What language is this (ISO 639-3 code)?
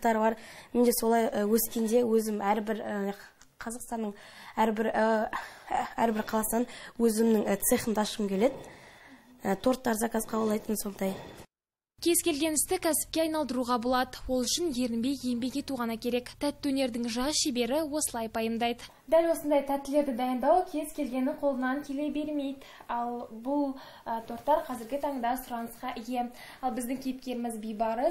kaz